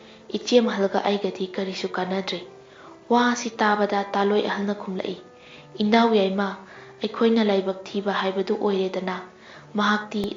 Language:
Manipuri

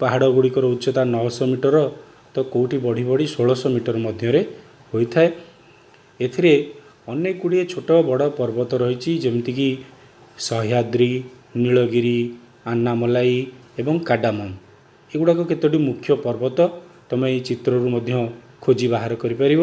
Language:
Odia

